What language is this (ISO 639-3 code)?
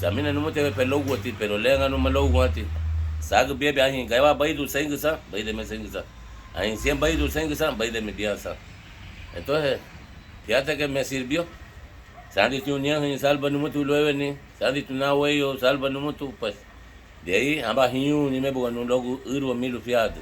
cab